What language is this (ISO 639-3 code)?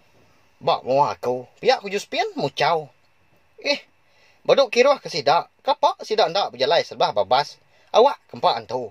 iba